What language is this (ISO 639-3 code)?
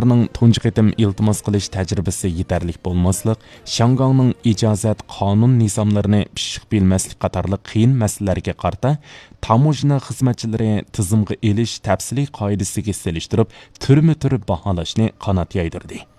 uig